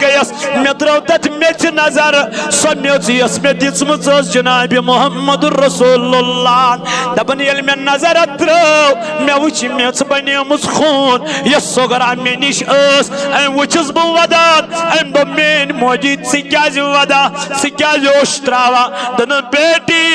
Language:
Kashmiri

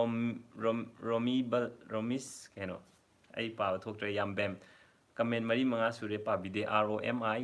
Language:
Manipuri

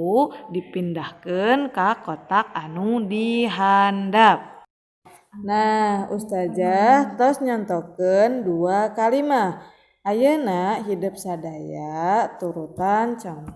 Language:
Sundanese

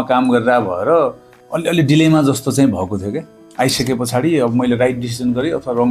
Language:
Nepali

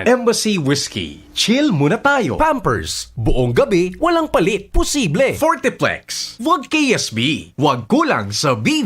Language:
Bikol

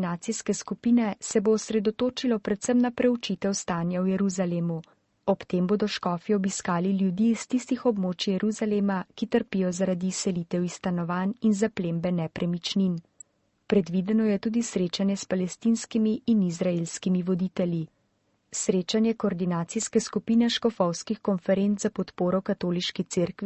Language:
Slovenian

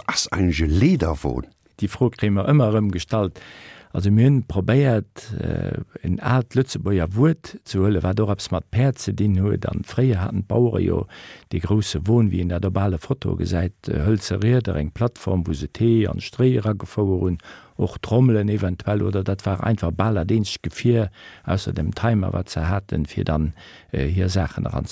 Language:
Luxembourgish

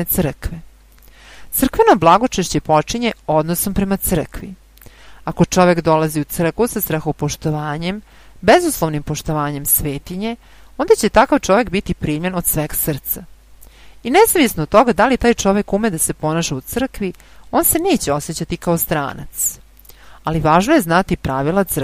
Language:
Serbian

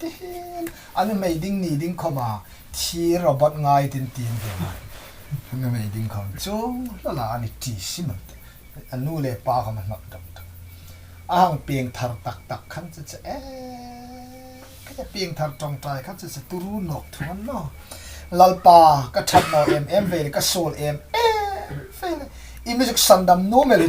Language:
Hmar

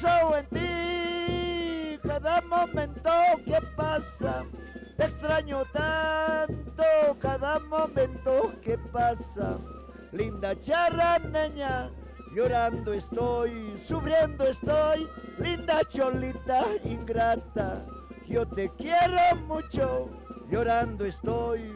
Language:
Aymara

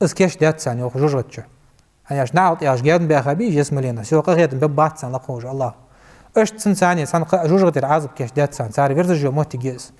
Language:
Ingush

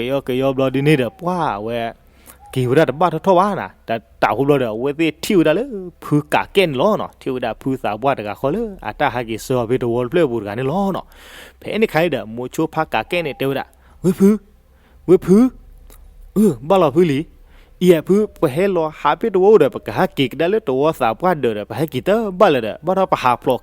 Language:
S'gaw Karen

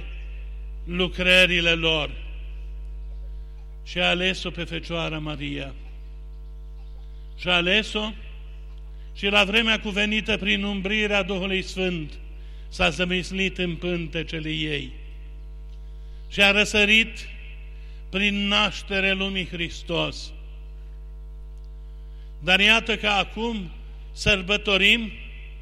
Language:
Romanian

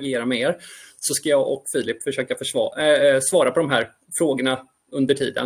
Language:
Swedish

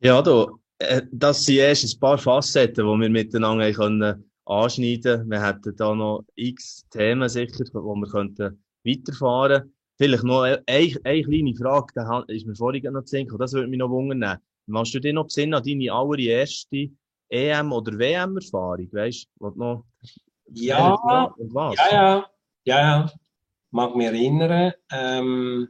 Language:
Swiss German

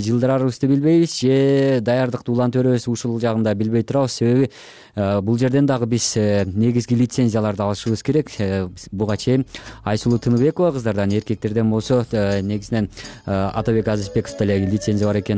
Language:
Kyrgyz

